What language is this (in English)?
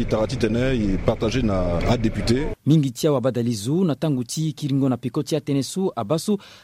Sango